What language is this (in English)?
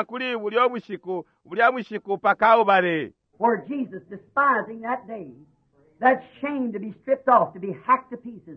Bemba